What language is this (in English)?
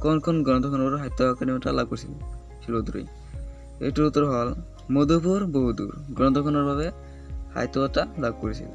Assamese